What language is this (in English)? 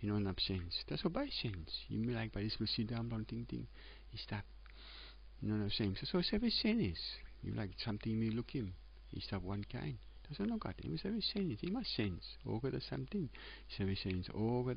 Tok Pisin